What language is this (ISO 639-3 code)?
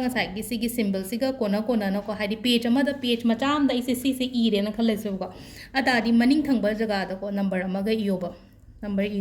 mni